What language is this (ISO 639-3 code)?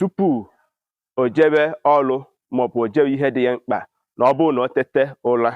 ibo